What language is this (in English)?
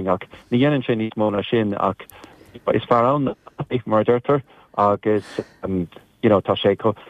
Irish